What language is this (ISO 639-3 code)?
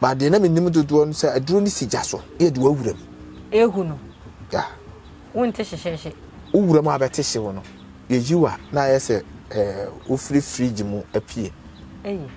aka